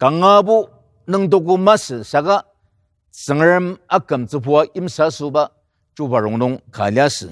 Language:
Ao Naga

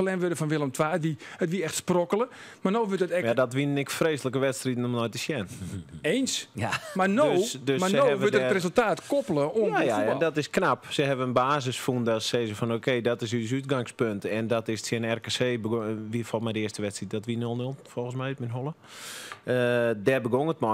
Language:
Western Frisian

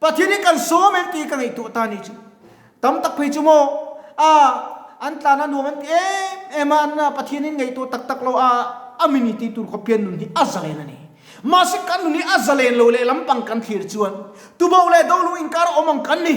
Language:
Mizo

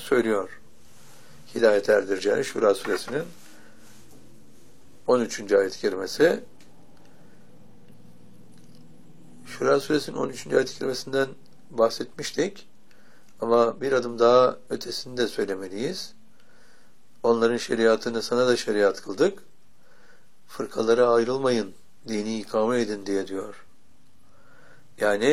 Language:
Turkish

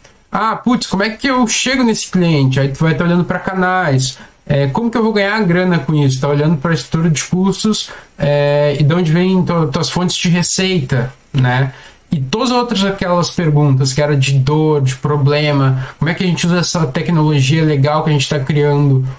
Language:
Portuguese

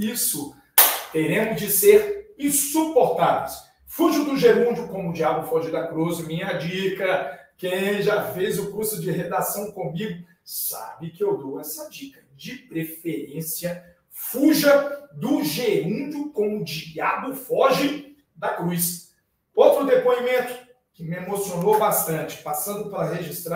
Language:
Portuguese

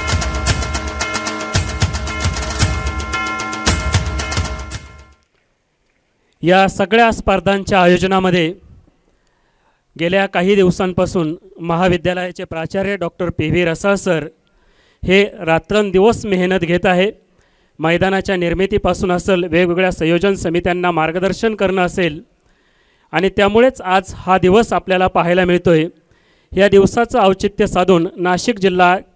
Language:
Marathi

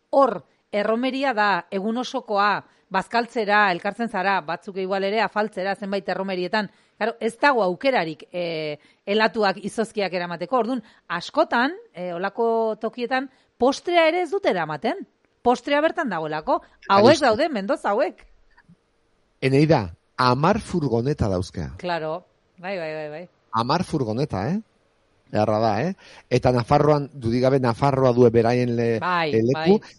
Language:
Basque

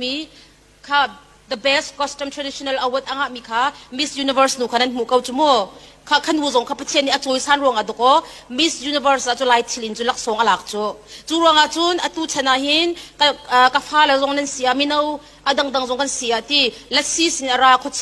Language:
Hakha Chin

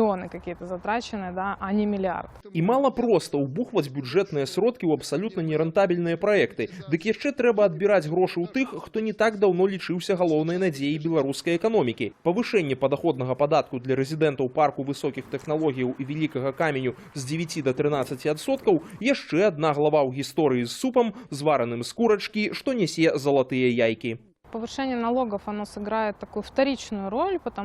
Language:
Belarusian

